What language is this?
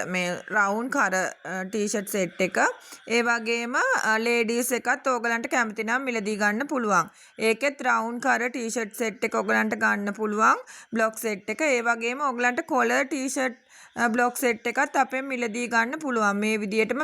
Sinhala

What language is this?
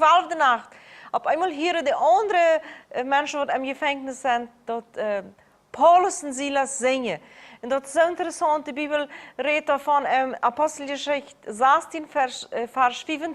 Plautdietsch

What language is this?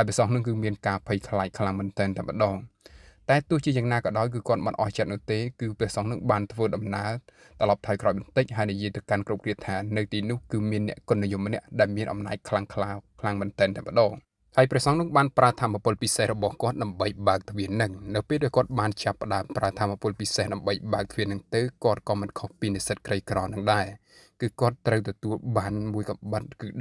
Khmer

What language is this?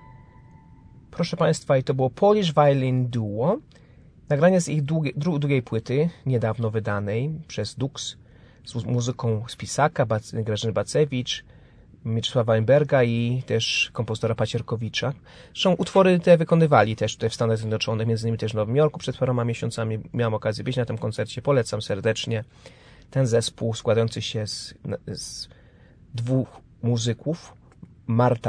Polish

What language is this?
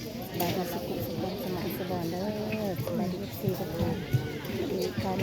Northeastern Thai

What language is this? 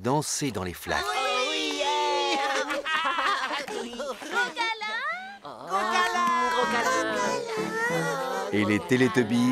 French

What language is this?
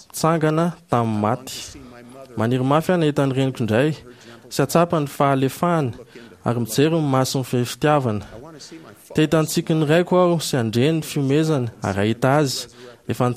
Malagasy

